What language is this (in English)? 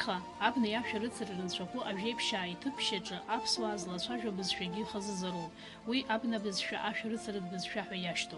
Abkhazian